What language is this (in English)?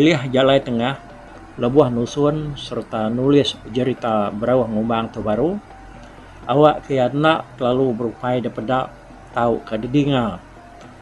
Iban